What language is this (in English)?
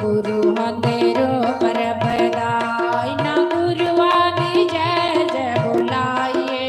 Dogri